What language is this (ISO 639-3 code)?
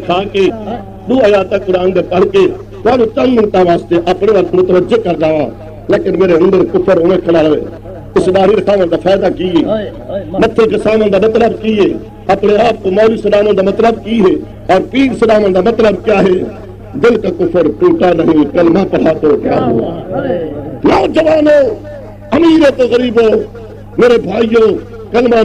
skr